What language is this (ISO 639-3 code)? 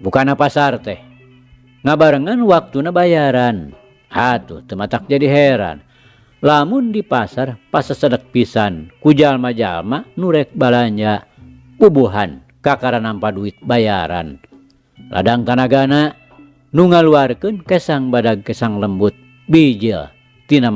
sun